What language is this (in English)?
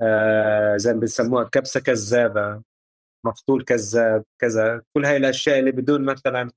North Levantine Arabic